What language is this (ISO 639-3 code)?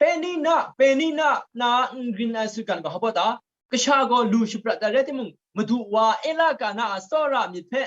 kac